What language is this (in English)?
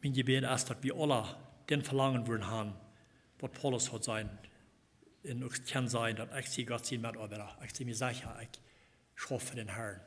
Plautdietsch